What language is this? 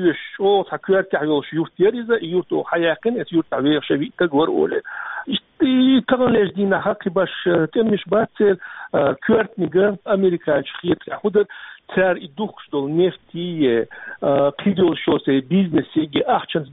Chechen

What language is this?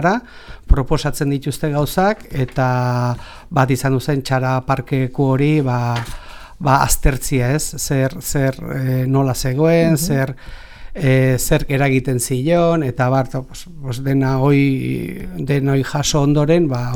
Basque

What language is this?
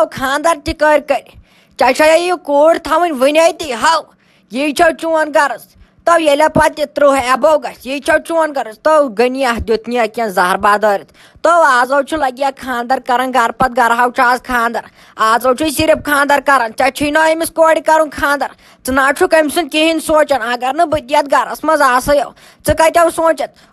Kashmiri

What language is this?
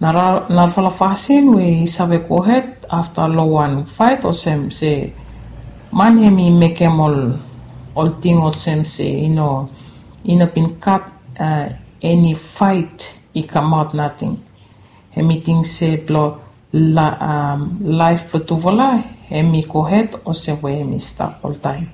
Bislama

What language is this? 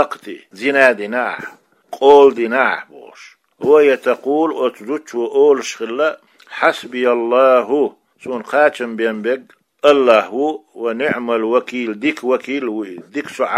Chechen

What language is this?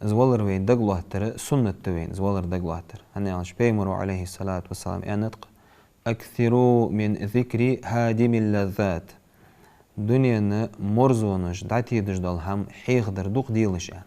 Ingush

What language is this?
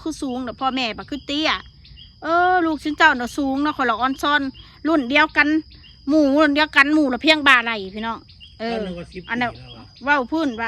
Northeastern Thai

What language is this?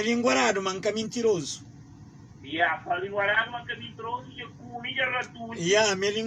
Kabuverdianu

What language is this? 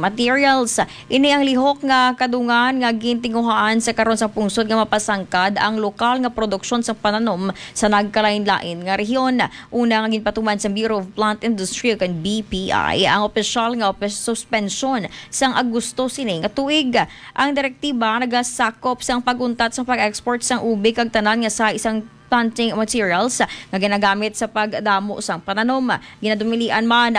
Hiligaynon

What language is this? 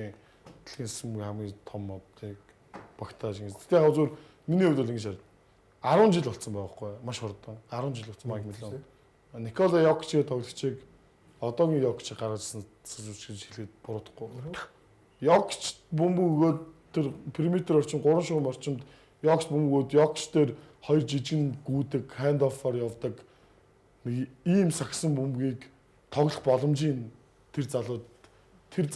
Mongolian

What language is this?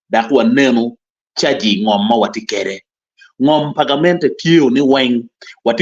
Acoli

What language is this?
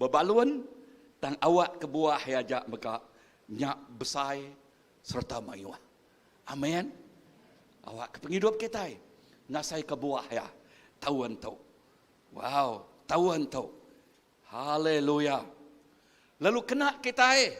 Iban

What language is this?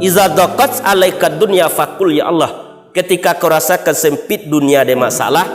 Minangkabau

